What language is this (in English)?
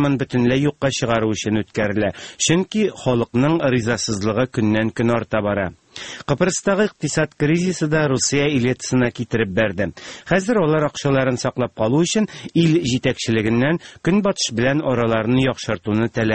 Tatar